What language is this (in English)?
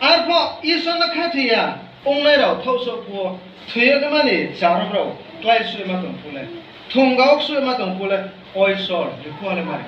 Riang (India)